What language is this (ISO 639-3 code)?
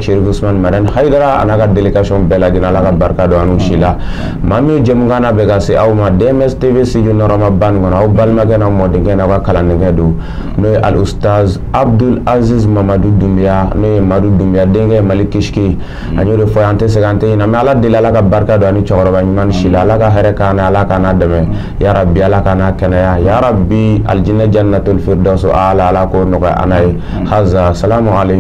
bam